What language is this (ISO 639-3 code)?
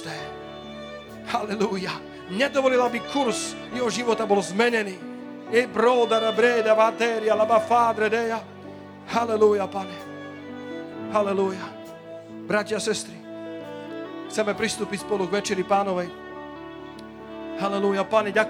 slk